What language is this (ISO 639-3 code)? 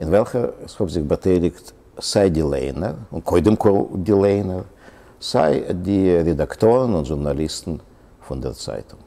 yid